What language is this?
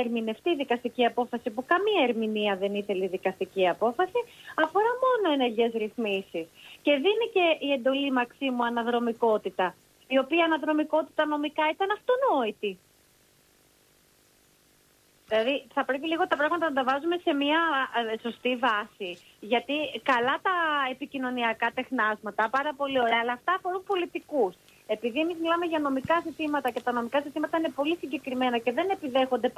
Greek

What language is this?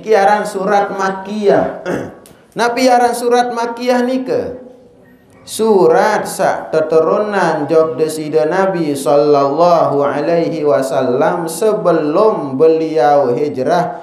Sasak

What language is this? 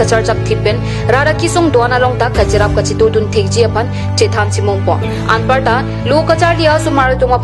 Karbi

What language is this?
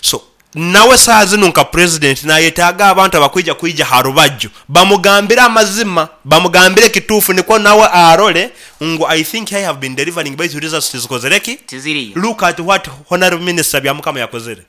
Nyoro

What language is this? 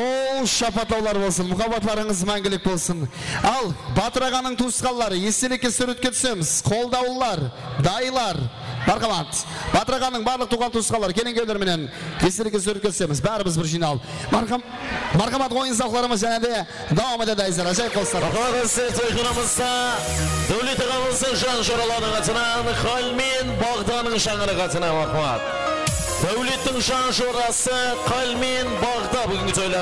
Kara-Kalpak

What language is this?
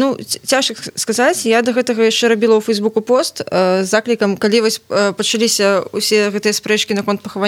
Belarusian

